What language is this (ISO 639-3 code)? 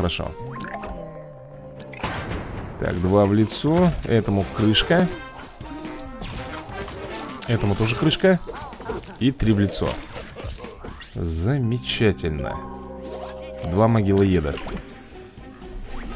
rus